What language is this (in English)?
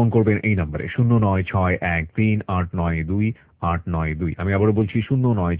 Bangla